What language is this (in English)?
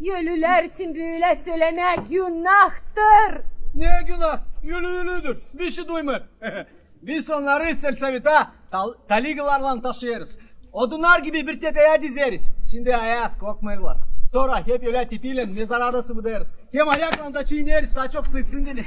Gagauz